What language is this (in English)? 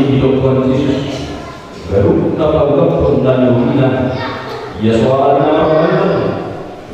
Batak Toba